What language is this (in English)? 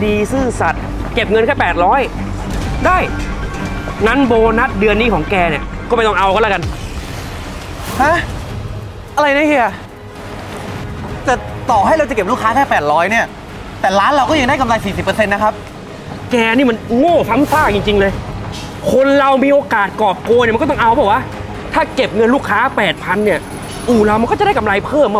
Thai